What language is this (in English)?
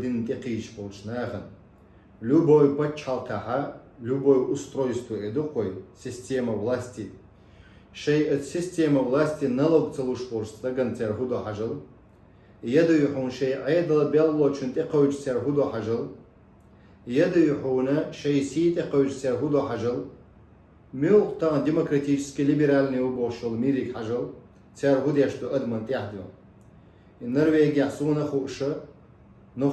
Chechen